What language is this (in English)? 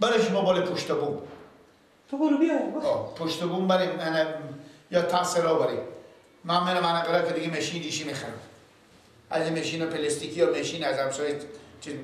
Persian